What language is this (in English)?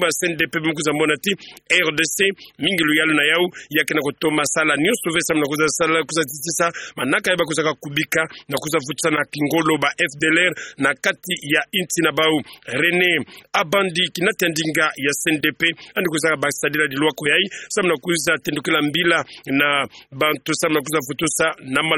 Kituba (Democratic Republic of Congo)